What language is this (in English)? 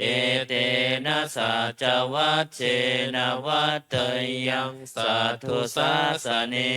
Pali